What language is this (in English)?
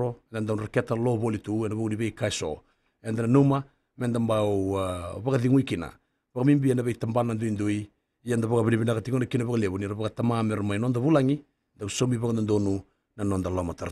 Fijian